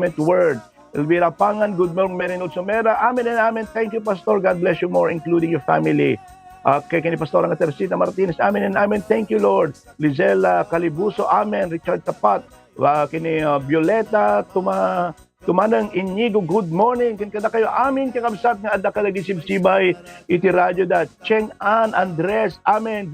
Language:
Iloko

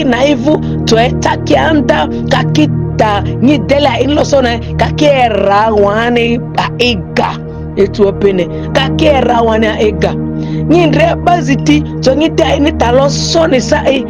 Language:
Ma'di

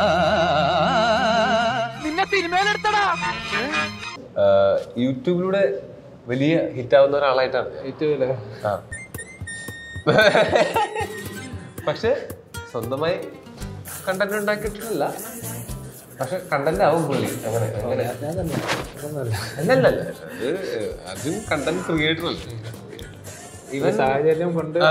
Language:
Malayalam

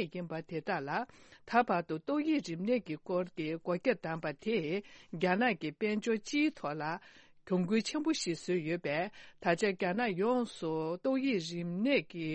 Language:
Tibetan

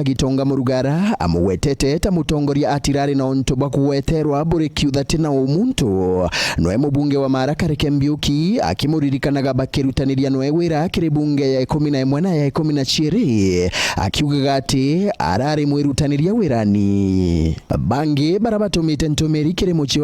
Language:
Meru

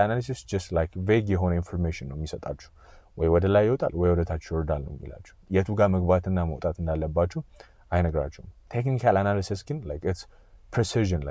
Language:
Amharic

